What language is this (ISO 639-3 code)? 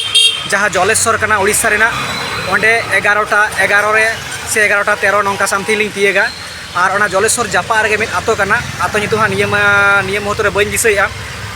sat